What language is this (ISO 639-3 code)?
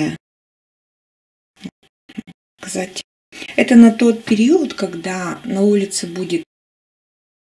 rus